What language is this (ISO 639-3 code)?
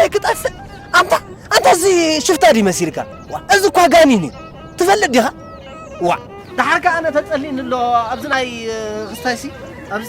tir